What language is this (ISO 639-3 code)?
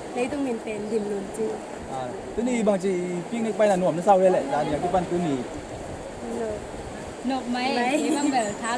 ctd